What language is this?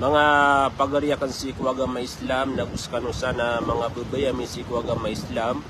Maranao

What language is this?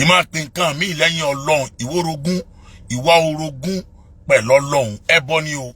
Yoruba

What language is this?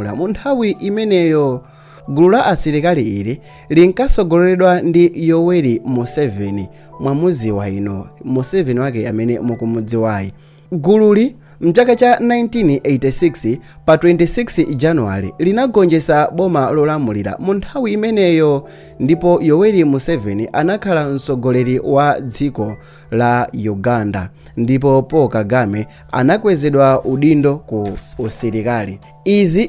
Nyanja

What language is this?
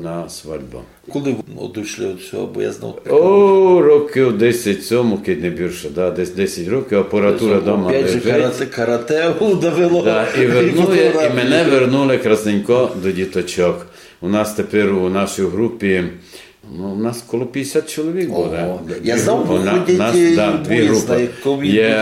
Rusyn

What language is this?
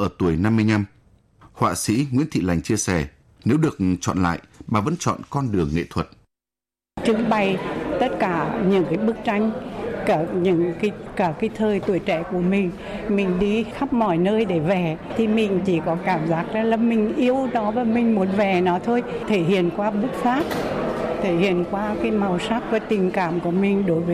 Vietnamese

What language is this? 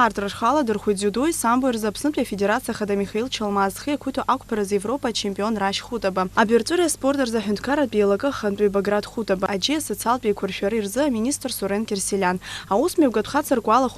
Abkhazian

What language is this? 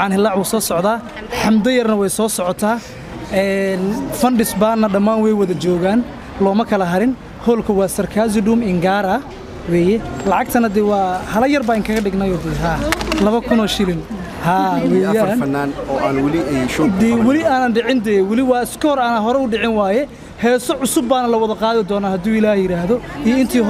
Somali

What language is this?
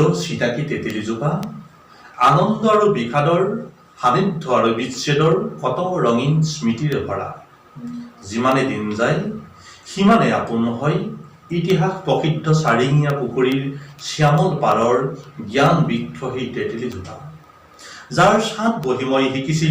Assamese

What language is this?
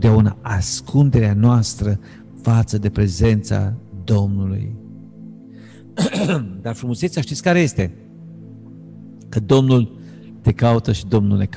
Romanian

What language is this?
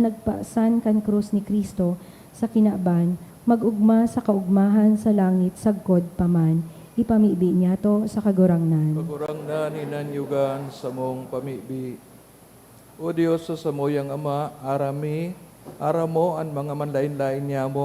Bikol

